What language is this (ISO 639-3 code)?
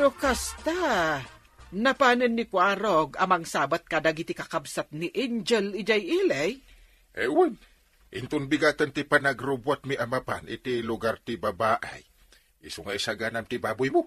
ilo